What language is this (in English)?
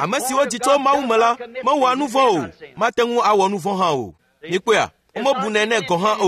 Ewe